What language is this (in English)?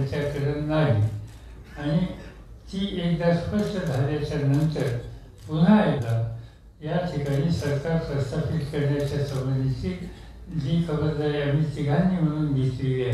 Marathi